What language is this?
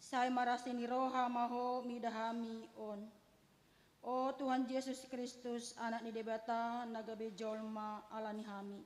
Batak Toba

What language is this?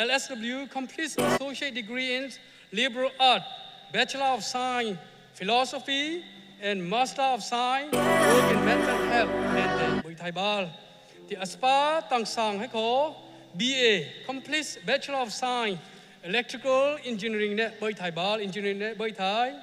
Hakha Chin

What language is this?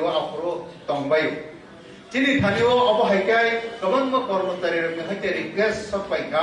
Kok Borok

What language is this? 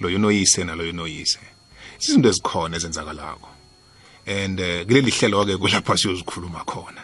South Ndebele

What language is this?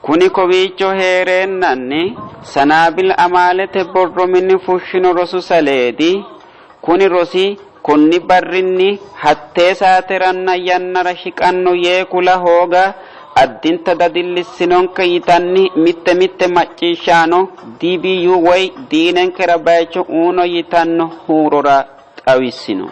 Sidamo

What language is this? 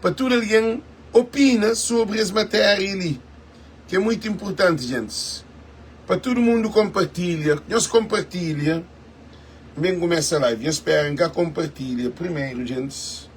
Kabuverdianu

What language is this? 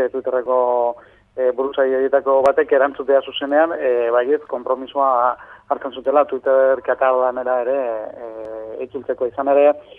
Basque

